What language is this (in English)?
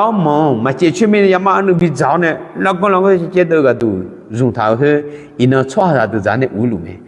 Akha